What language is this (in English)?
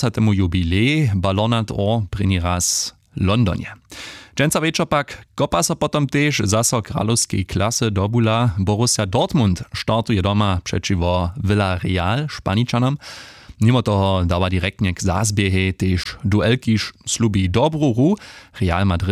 Upper Sorbian